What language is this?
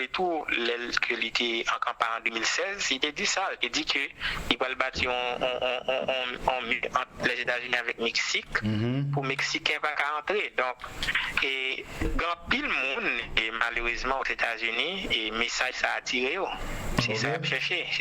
Haitian Creole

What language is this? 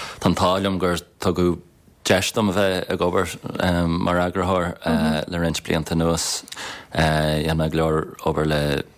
Irish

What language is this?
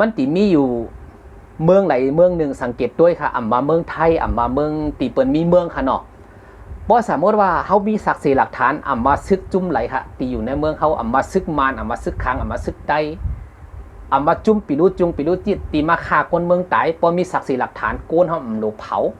Shan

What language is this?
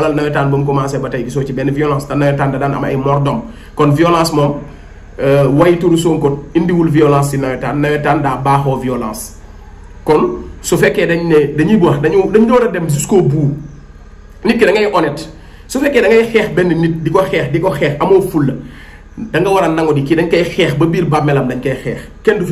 Wolof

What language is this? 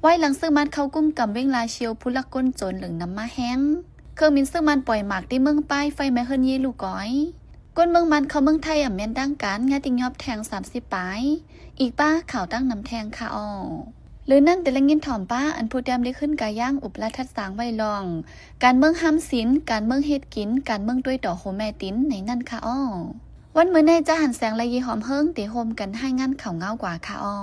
Shan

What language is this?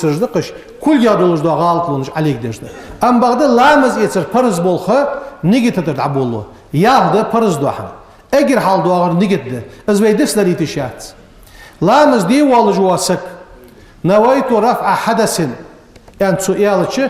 Ingush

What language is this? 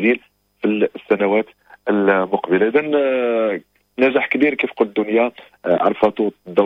Moroccan Arabic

